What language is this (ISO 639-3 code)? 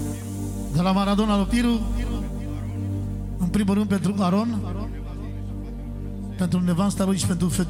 ron